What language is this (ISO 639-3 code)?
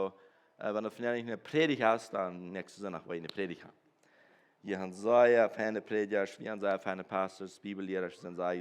pdt